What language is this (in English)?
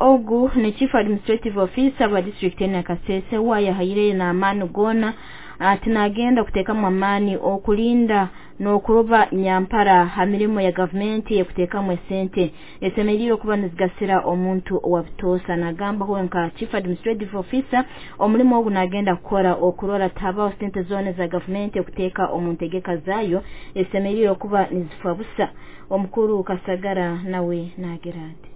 Nyoro